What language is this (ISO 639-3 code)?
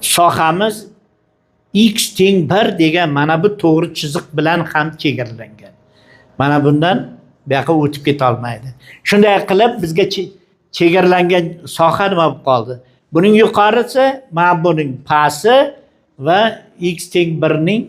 uzb